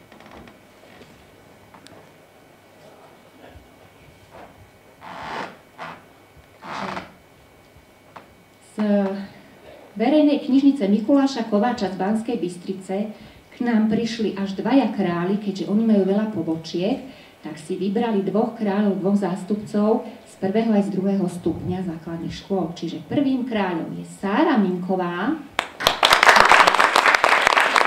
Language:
Slovak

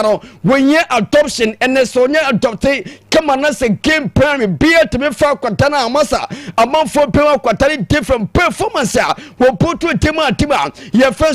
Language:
Akan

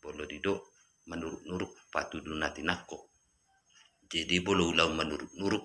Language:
Batak Toba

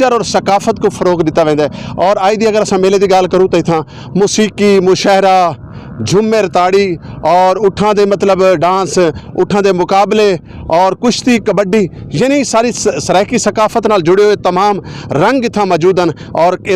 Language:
Saraiki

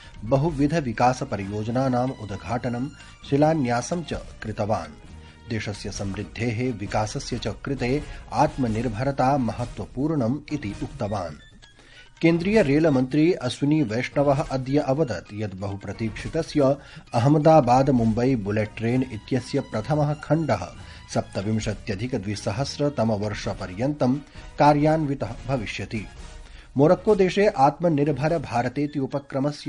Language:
Sanskrit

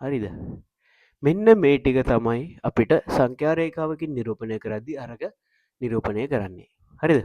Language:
Sinhala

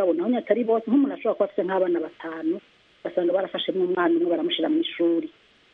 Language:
Kinyarwanda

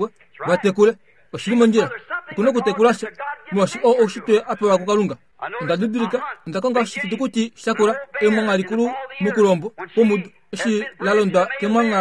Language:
Kuanyama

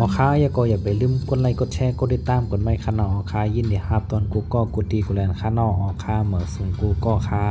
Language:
Shan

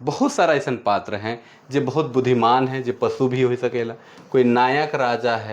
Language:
Sadri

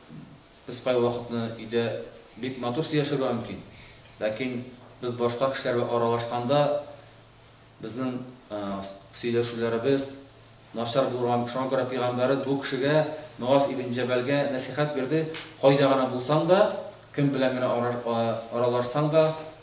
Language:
Tatar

